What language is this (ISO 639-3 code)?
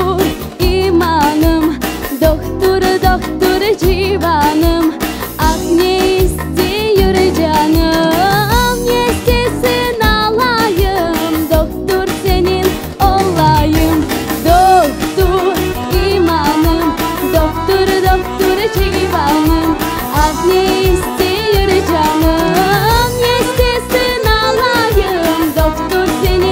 crh